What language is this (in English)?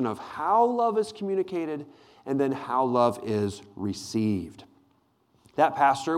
English